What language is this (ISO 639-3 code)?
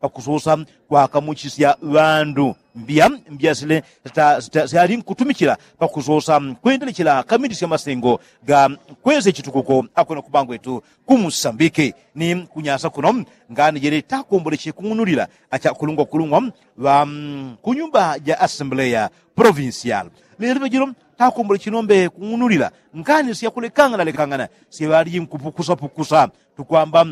yao